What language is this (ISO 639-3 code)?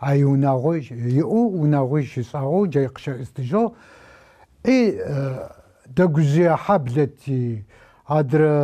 ady